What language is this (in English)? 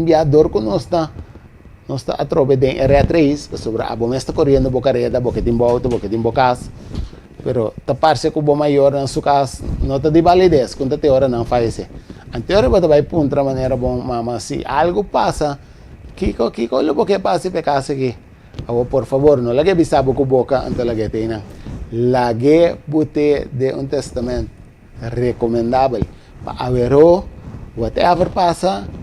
Papiamento